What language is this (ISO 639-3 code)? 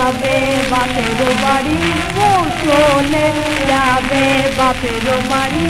ben